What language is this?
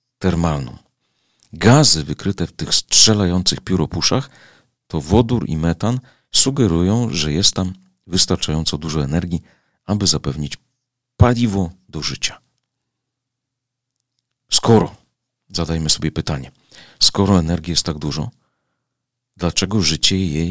Polish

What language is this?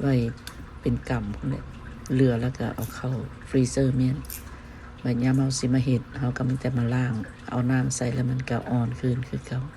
Lao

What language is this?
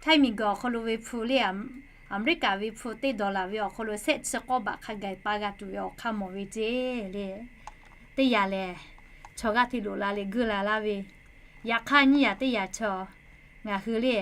Lahu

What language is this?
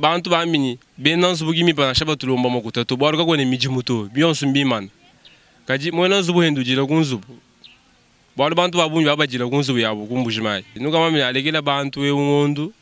Luba-Lulua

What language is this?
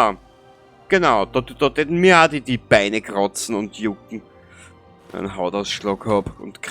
Bavarian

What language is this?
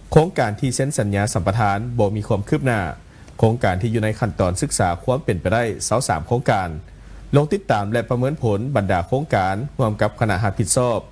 Lao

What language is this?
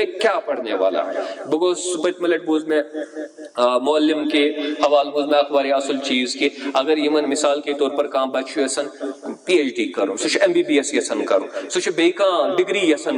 Kashmiri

